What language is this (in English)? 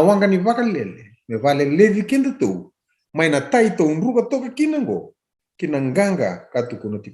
Fijian